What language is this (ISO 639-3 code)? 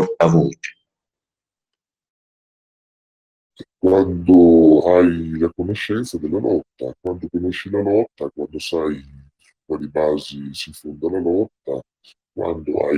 ita